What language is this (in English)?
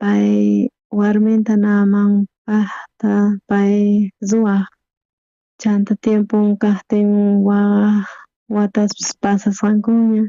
South Bolivian Quechua